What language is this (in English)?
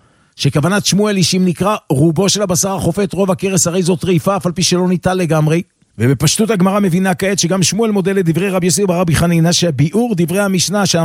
Hebrew